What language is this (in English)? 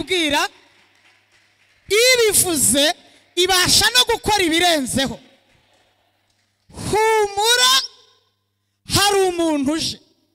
Kinyarwanda